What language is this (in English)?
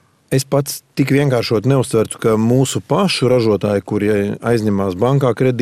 Latvian